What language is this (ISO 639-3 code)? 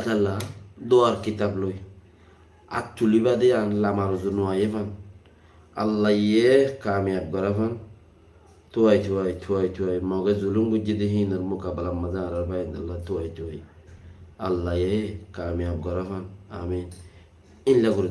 rhg